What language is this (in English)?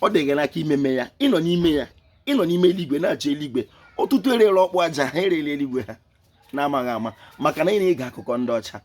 Igbo